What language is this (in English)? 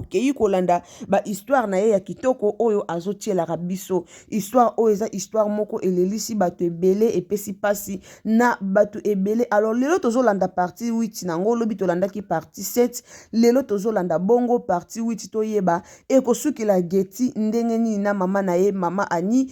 Lingala